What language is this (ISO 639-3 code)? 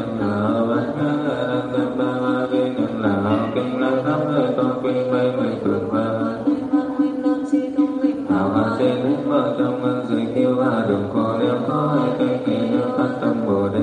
vie